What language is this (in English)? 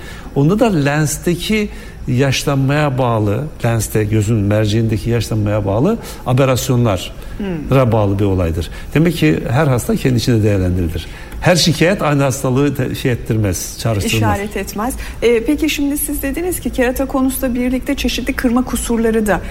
Turkish